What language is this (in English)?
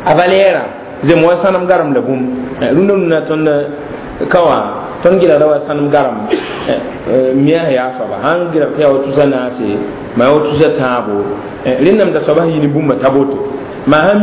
Mossi